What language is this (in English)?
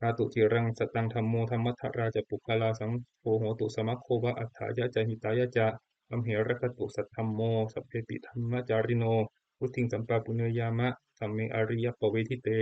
Pali